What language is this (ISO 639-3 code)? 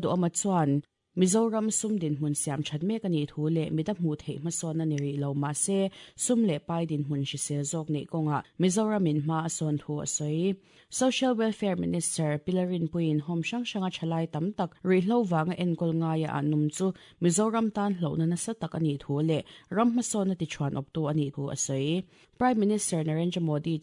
lus